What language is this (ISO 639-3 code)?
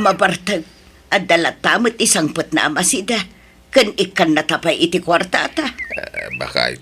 ilo